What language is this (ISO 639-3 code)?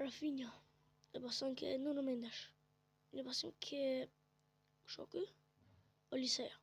sqi